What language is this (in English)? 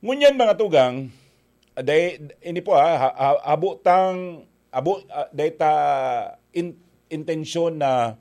Bikol